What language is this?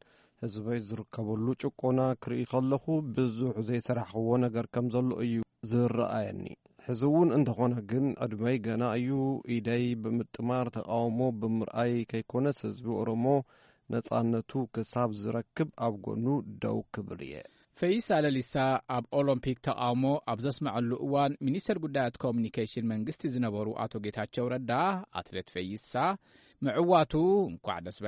Tigrinya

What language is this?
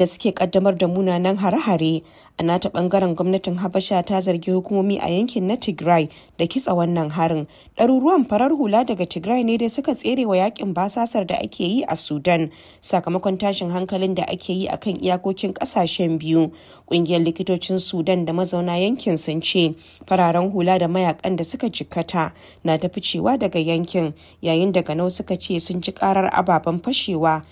Hausa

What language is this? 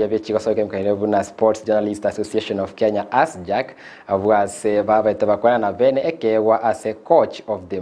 Gusii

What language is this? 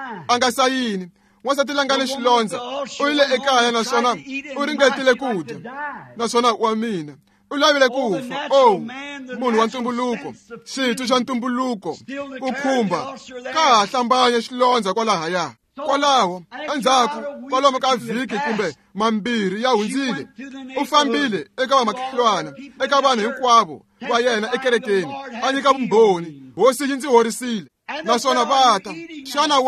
Tsonga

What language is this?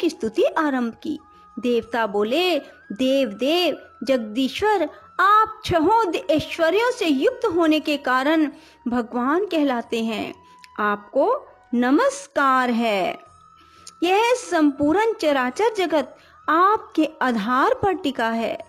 Hindi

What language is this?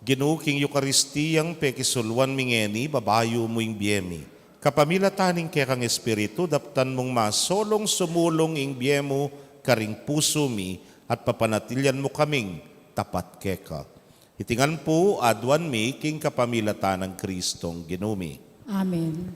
Pampanga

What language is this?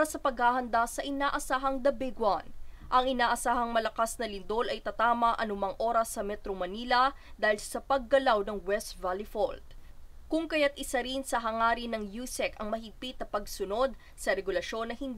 Filipino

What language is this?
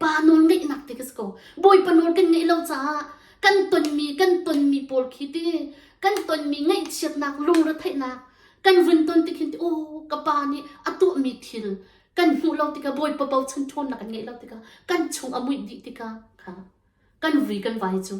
Hakha Chin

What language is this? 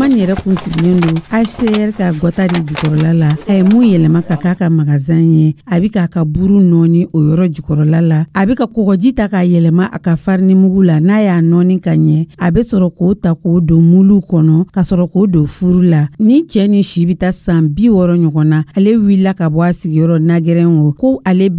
Dyula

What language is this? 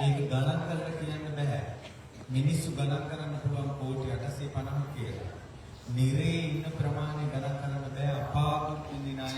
Sinhala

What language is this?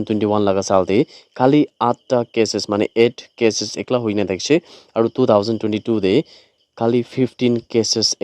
Naga Pidgin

